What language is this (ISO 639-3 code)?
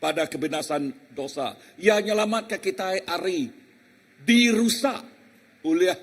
iba